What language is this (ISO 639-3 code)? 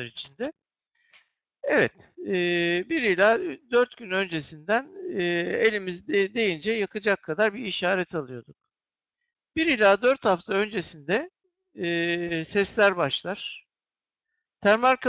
tur